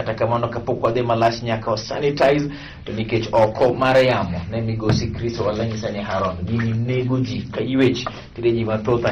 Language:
Luo (Kenya and Tanzania)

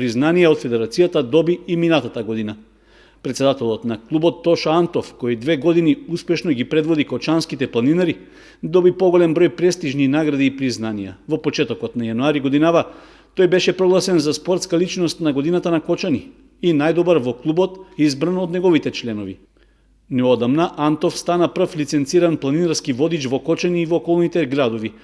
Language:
Macedonian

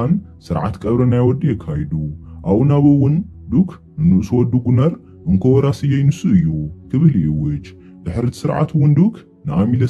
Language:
Tigrinya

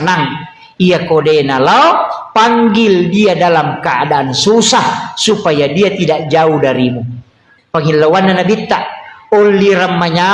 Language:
Buginese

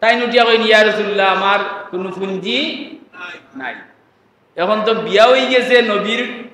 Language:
Sylheti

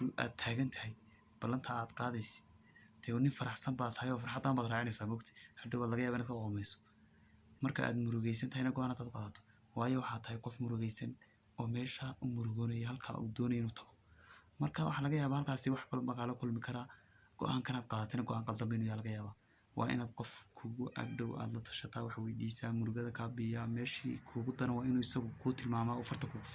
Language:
Somali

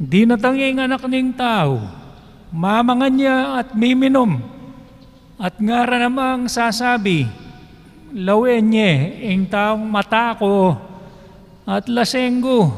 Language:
Pampanga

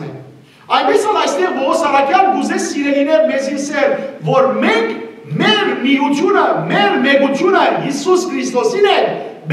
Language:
Western Armenian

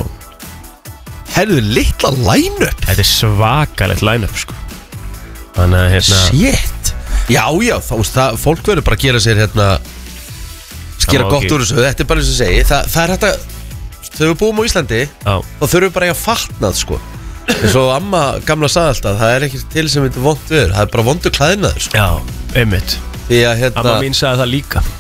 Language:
Icelandic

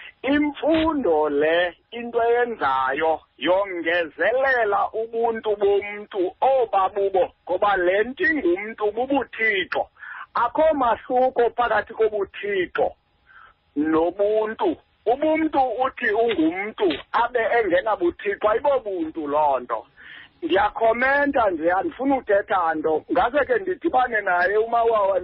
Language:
Xhosa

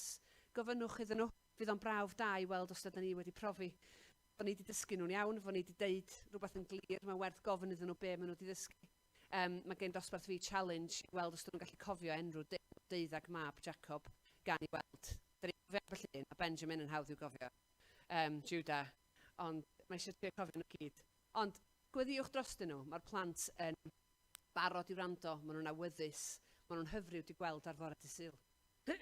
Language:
Welsh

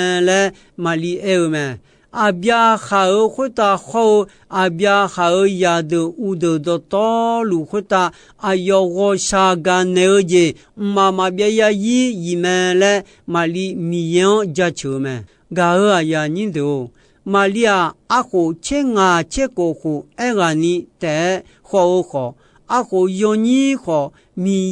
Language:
Akha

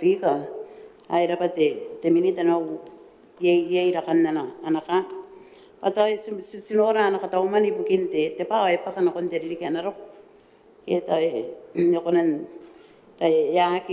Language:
Gilbertese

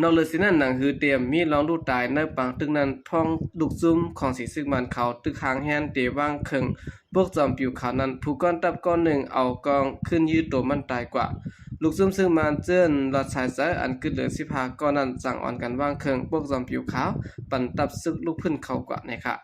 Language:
Shan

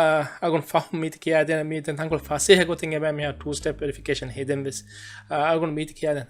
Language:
Divehi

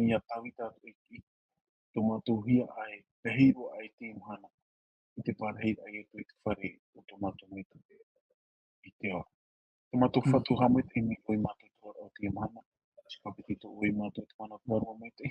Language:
Tahitian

